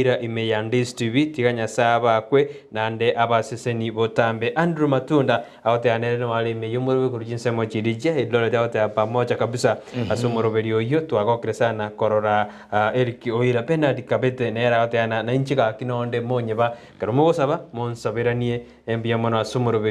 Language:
Gusii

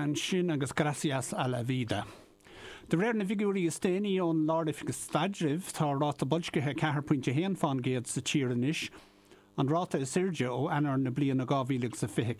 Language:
Irish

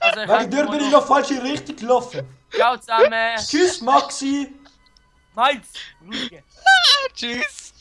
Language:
Swiss German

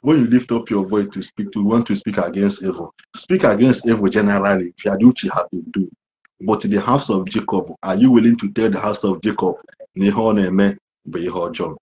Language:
Igbo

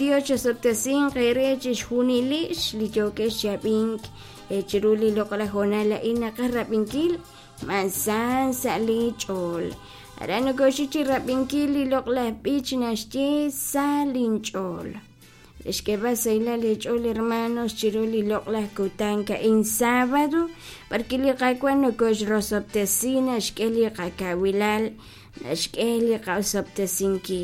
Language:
Kekchí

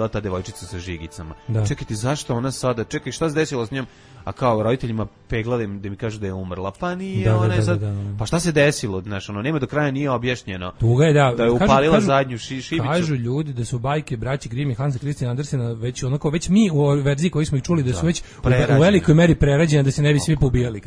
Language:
Serbian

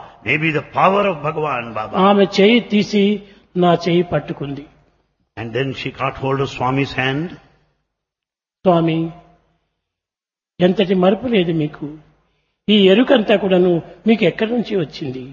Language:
Telugu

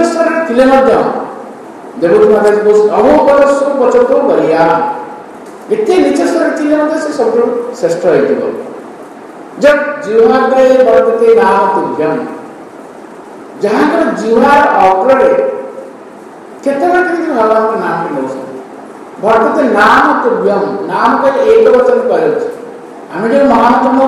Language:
Odia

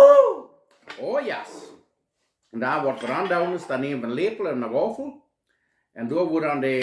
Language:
Plautdietsch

